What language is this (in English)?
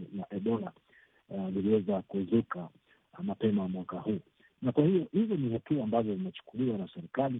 Swahili